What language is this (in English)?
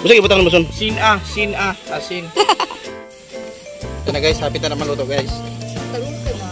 Cebuano